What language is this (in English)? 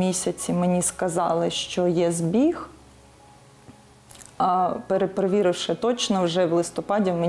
Ukrainian